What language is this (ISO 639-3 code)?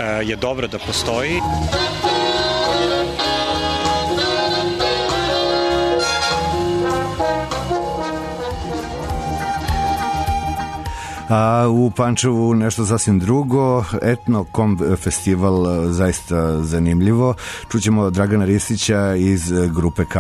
srp